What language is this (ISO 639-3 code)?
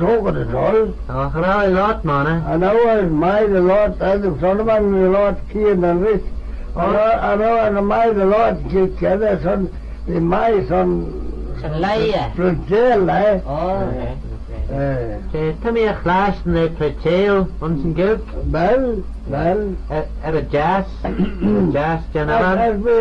glv